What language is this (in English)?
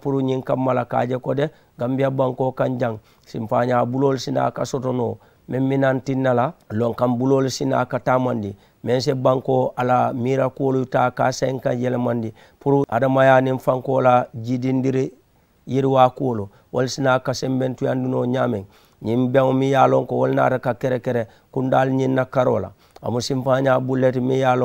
Mandingo